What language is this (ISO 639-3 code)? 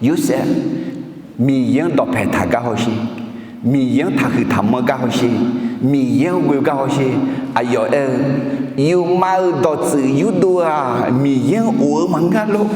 ahk